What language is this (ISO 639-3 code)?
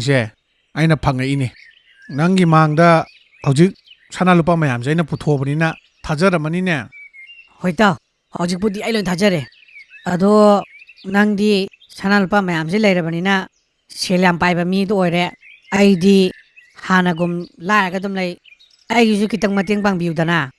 mni